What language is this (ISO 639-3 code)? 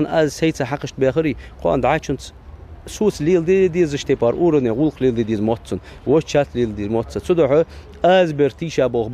inh